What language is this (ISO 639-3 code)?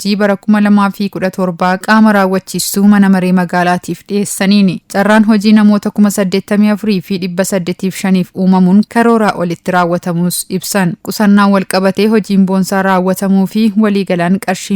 orm